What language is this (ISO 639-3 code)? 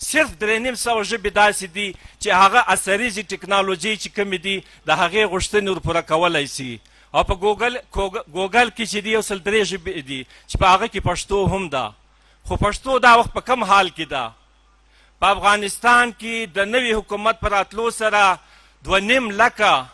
pus